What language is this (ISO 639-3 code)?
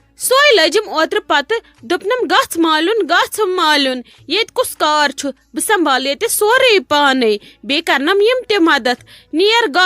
kas